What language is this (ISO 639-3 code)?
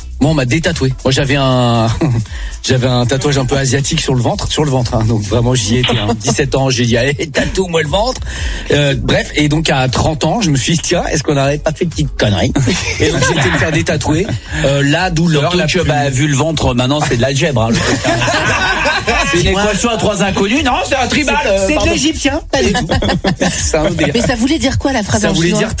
fra